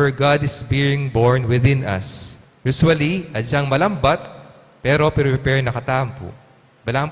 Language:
Pampanga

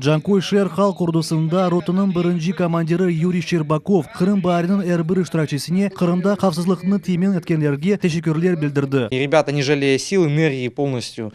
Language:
Crimean Tatar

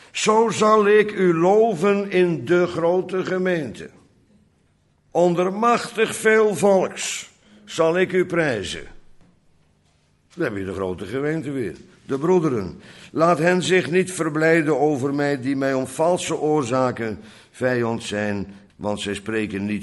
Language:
Dutch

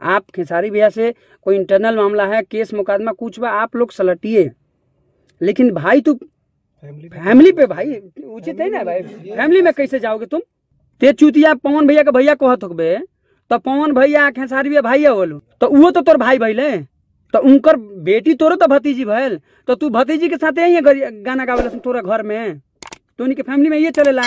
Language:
Bhojpuri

